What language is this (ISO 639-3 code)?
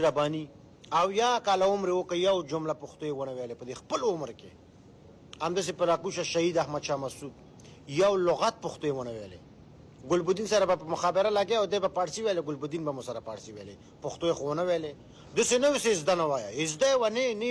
pus